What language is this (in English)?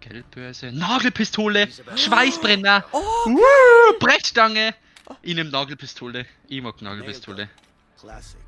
Bavarian